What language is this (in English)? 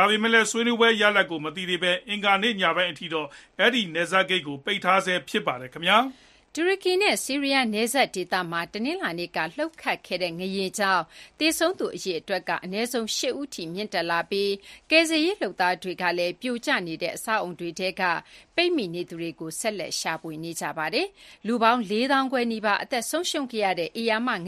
Burmese